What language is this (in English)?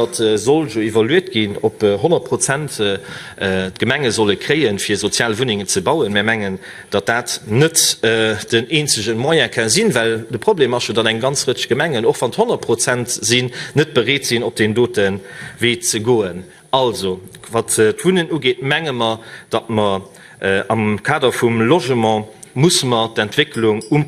Luxembourgish